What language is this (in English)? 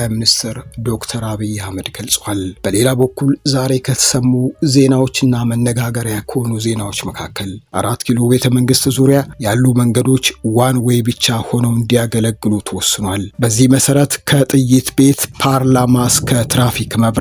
Amharic